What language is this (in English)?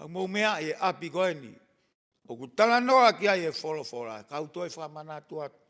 Tongan